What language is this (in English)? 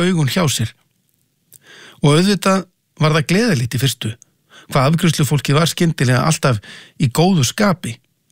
Icelandic